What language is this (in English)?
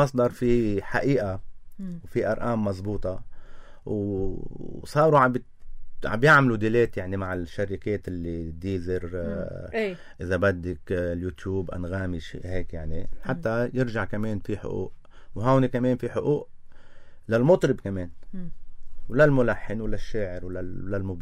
North Levantine Arabic